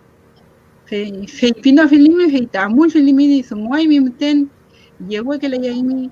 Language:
Mapuche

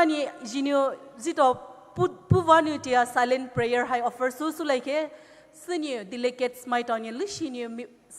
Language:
Poumei Naga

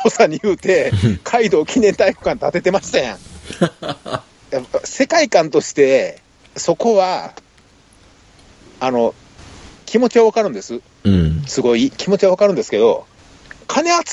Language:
Japanese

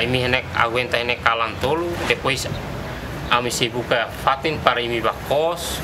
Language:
Tetum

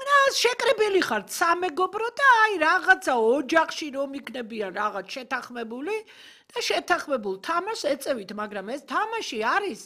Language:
Georgian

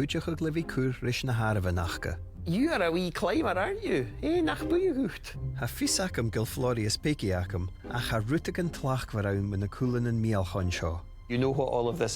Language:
Scottish Gaelic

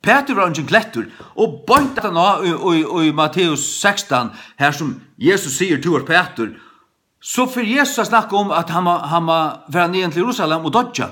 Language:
Faroese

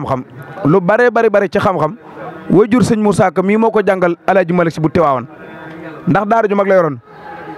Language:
Wolof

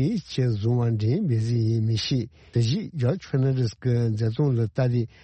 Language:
Tibetan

